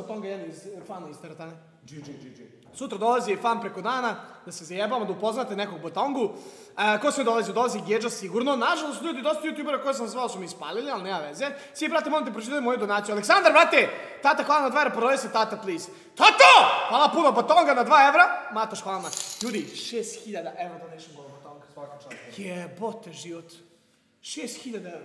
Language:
Serbian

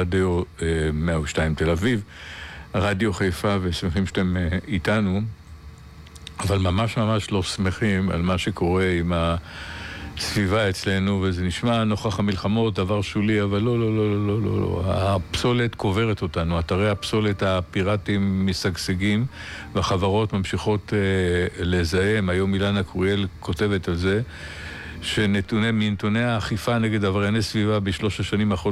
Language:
Hebrew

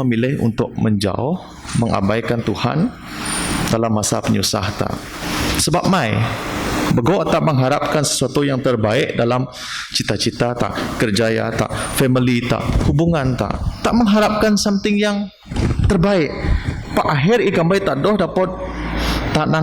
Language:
Biatah Bidayuh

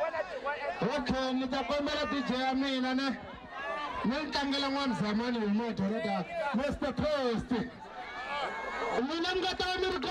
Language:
Swahili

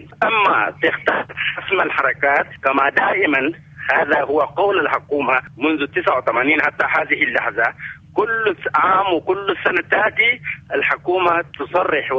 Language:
Sudanese Arabic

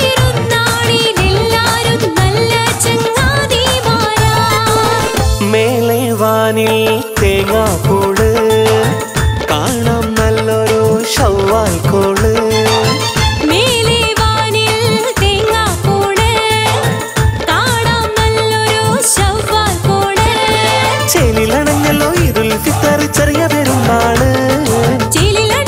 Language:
Malayalam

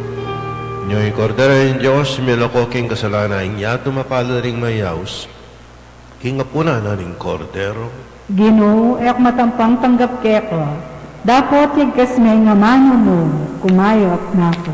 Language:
Pampanga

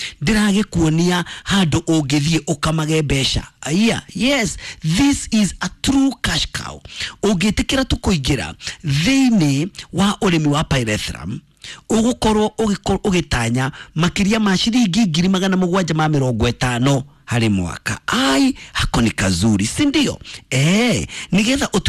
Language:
Kikuyu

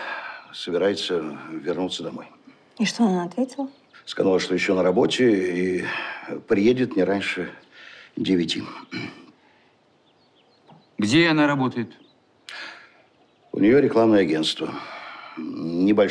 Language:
Russian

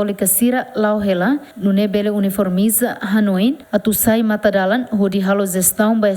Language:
Tetum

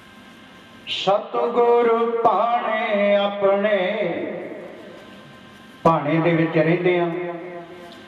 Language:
Punjabi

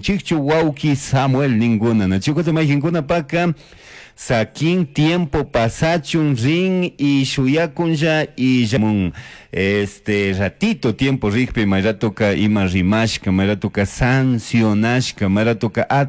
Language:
Chimborazo Highland Quichua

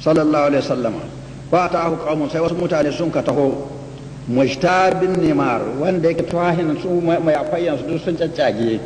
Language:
Hausa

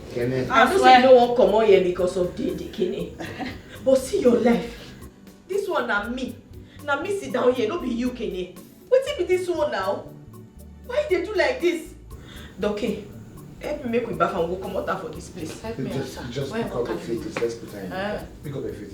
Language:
Nigerian Pidgin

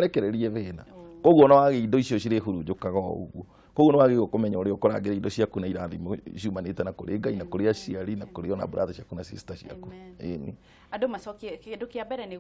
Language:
Kikuyu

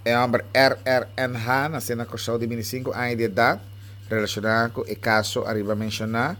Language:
Papiamento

